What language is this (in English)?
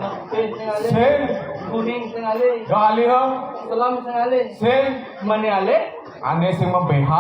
Balinese